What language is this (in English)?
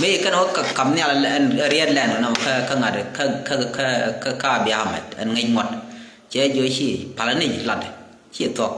Nuer